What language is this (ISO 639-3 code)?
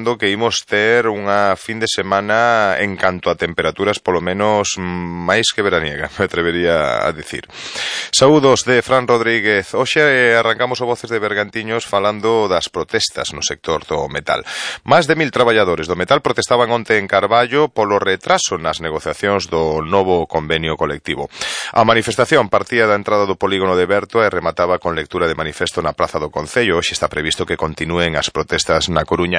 glg